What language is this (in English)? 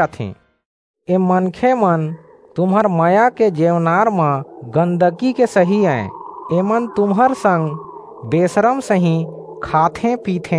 Chhattisgarhi